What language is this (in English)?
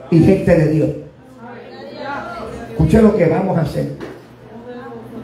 Spanish